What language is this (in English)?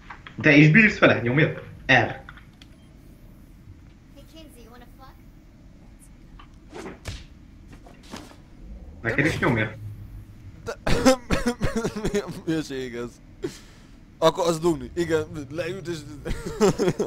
Hungarian